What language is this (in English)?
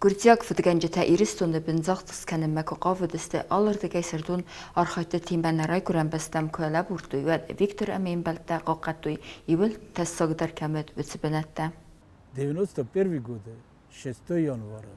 Ossetic